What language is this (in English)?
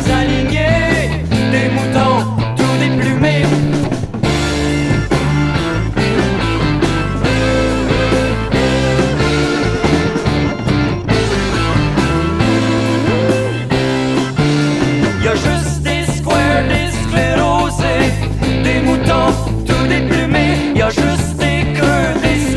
French